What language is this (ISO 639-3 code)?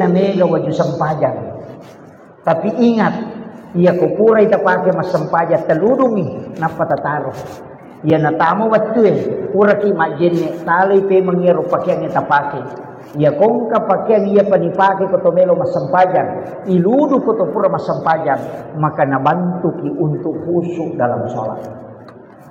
bug